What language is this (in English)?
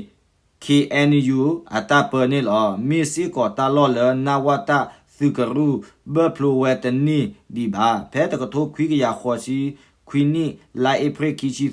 S'gaw Karen